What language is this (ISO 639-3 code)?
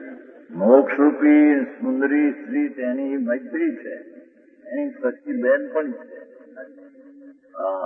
guj